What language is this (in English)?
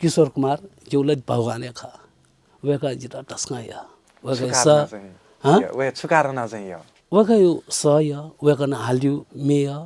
Newari